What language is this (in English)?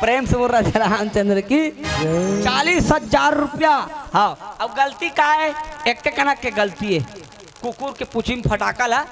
Chhattisgarhi